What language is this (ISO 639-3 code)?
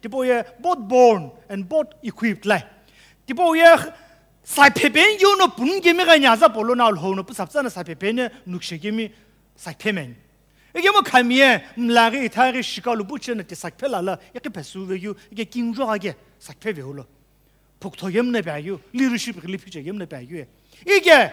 nsm